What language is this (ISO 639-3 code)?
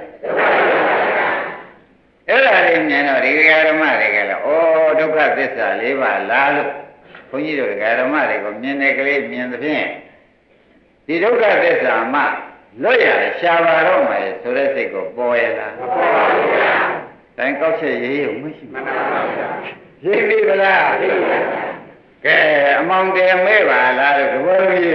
mya